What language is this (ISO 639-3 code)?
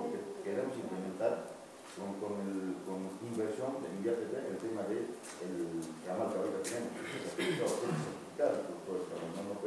spa